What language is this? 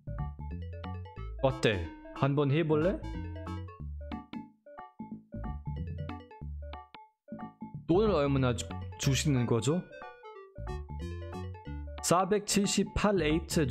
Korean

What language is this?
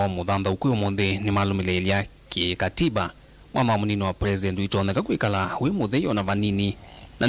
Kamba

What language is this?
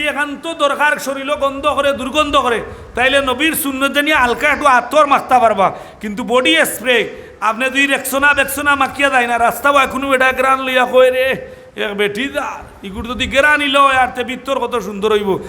Sylheti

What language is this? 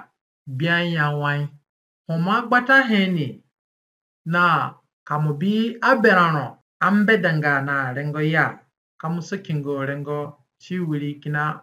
Zande (individual language)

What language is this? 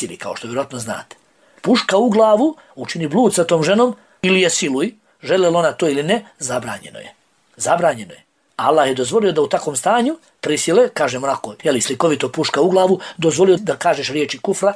Bosnian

